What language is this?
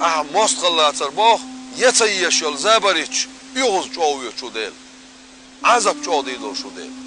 Chechen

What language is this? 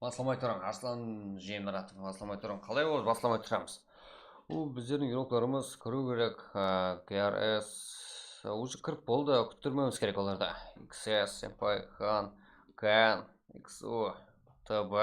Kara-Kalpak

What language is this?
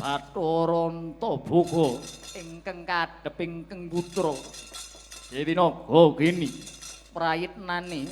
Javanese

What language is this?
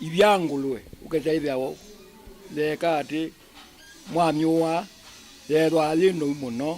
Kamba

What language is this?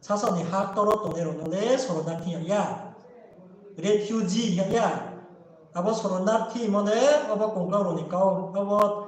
Riang (India)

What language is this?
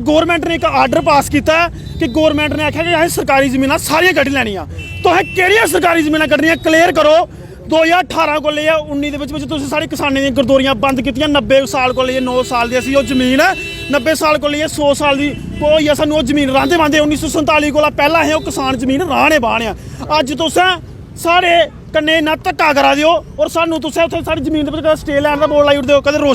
Dogri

